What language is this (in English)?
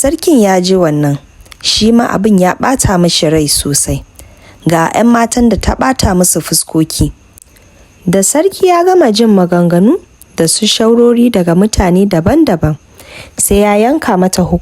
Hausa